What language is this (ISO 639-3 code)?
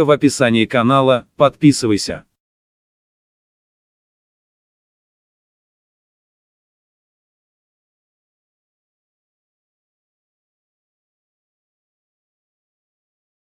rus